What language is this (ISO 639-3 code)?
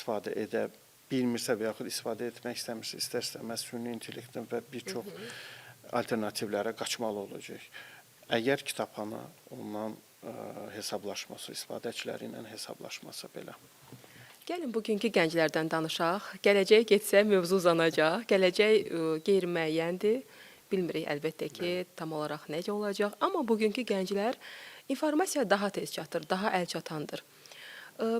aze